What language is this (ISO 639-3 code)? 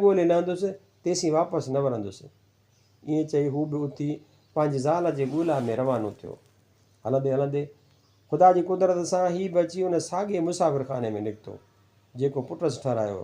snd